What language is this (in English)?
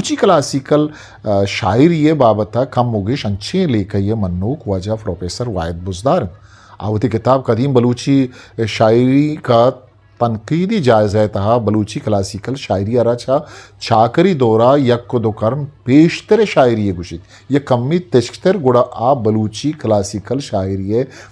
Eastern Balochi